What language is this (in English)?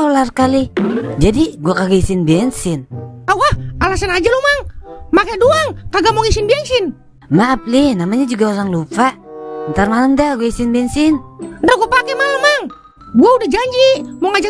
Betawi